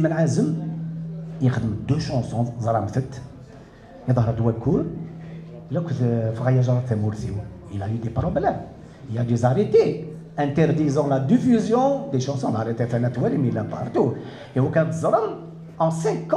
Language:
Kabyle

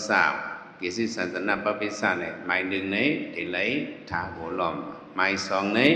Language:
Shan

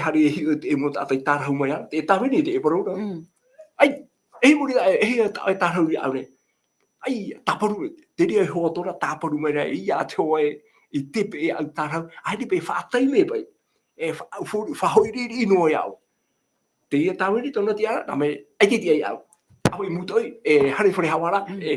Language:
Tahitian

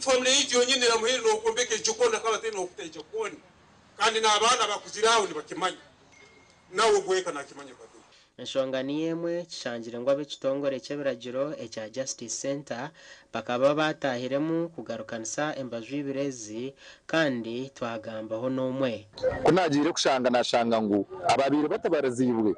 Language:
Nyankole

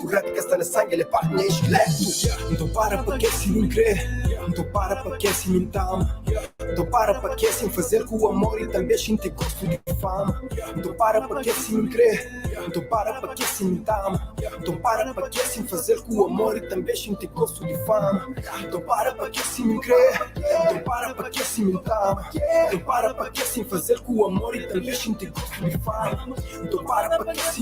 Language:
Kabuverdianu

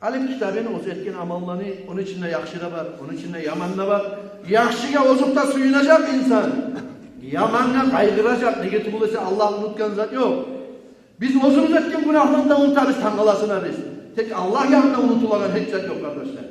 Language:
Kumyk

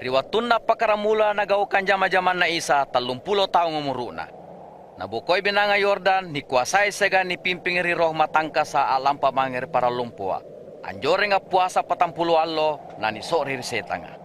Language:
Makasar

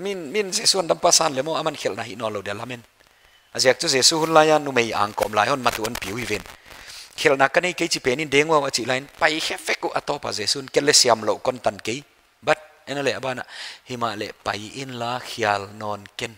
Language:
Paite Chin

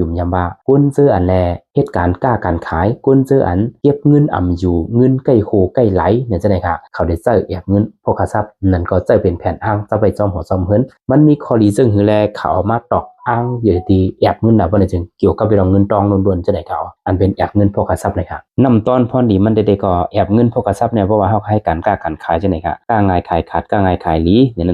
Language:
Shan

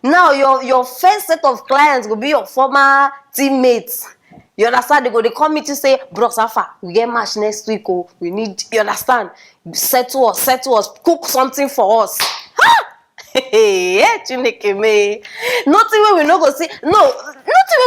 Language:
Nigerian Pidgin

